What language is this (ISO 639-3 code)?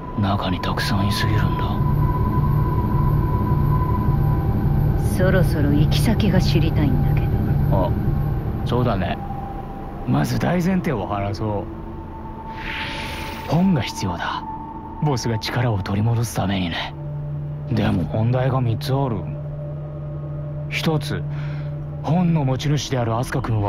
jpn